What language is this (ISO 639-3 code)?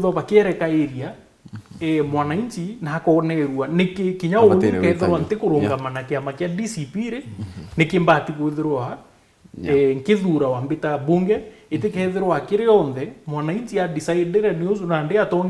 mer